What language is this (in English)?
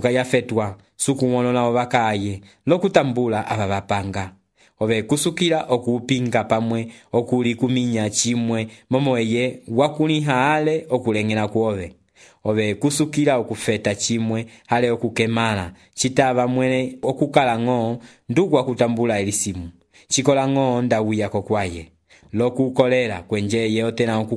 Umbundu